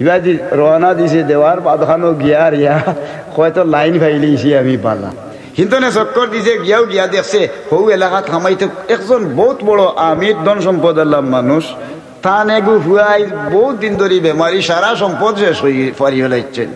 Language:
Sylheti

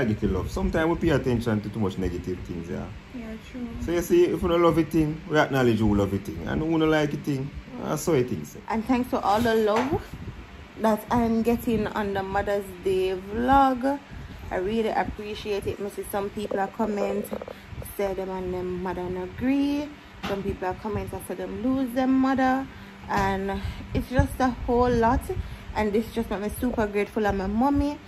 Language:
Jamaican Creole English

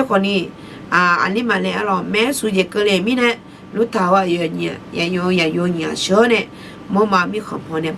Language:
Akha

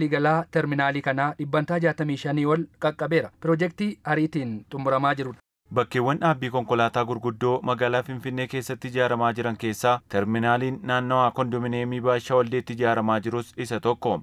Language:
Oromo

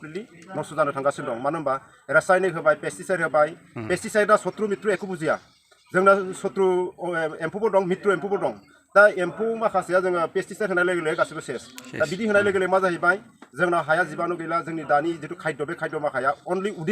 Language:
Bodo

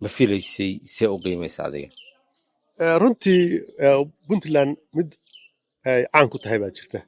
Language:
Somali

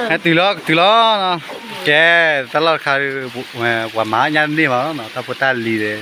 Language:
S'gaw Karen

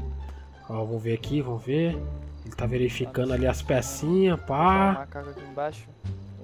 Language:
Portuguese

